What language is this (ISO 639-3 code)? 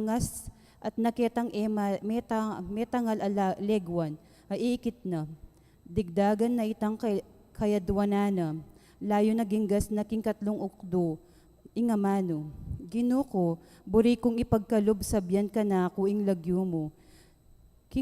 pam